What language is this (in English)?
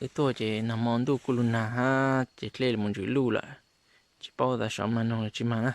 Hmong